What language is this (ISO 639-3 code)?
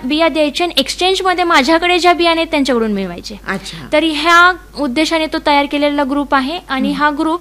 mar